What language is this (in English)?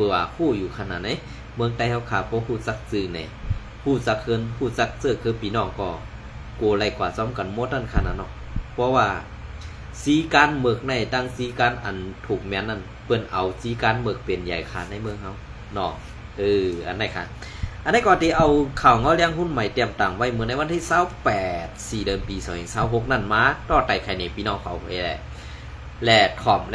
Shan